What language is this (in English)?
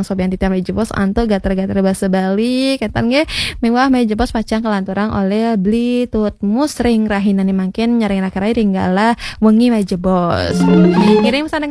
Balinese